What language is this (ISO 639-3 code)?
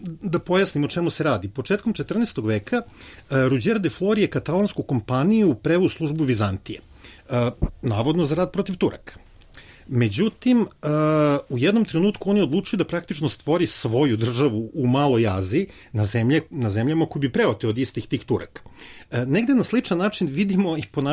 srp